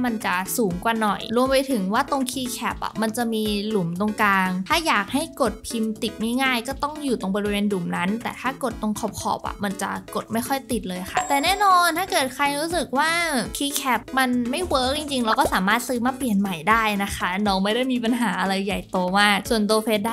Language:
Thai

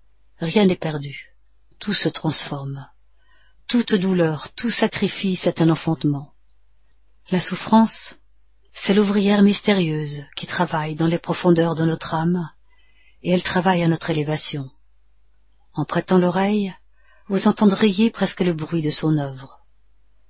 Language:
French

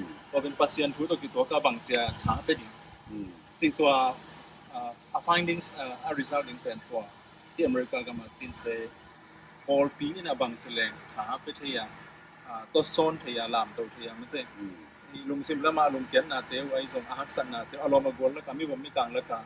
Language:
Tedim Chin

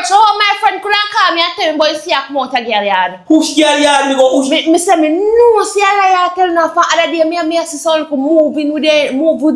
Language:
Jamaican Creole English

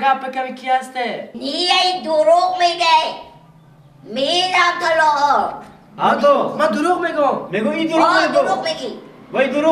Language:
Persian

